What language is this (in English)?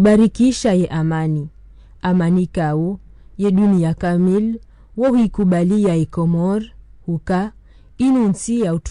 Ngazidja Comorian